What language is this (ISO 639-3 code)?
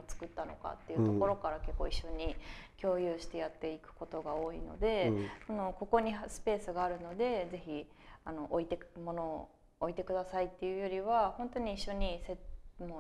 jpn